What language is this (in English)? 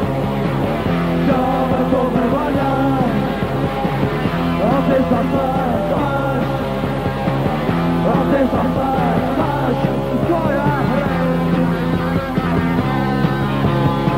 Czech